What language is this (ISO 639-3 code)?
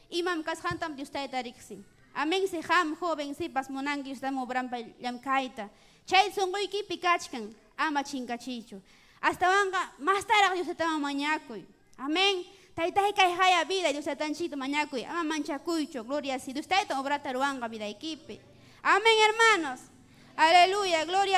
quy